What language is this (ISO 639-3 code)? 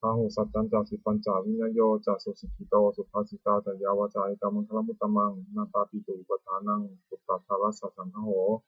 pli